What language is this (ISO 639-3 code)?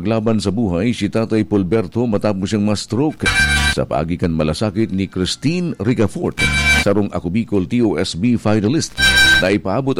bik